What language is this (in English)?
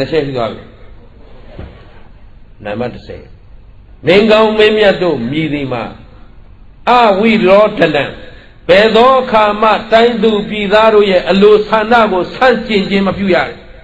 Burmese